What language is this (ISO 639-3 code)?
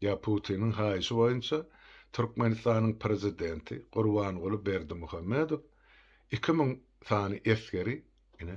tuk